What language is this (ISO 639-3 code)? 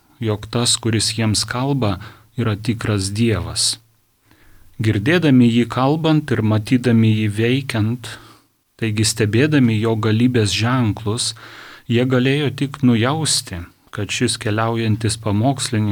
lit